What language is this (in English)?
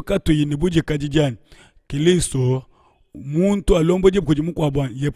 Luba-Lulua